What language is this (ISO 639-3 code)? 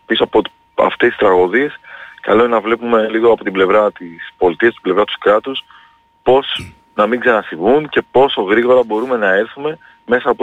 ell